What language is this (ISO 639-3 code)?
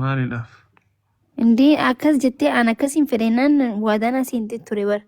orm